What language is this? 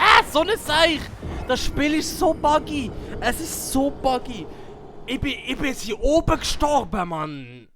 Swiss German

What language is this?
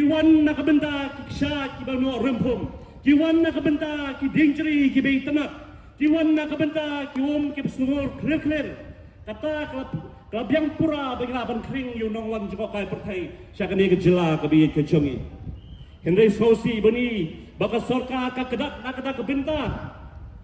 Khasi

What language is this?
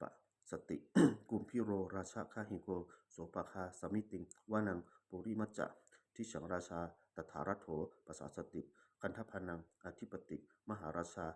Pali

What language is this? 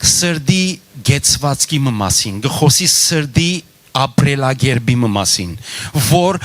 Western Armenian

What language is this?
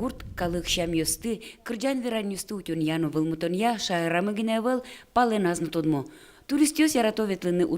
Udmurt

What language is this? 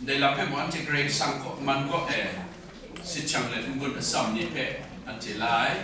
Kachin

